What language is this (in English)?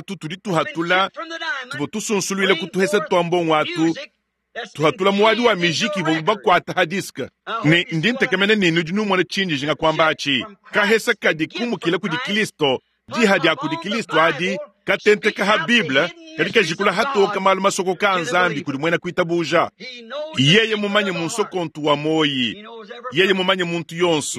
Luba-Lulua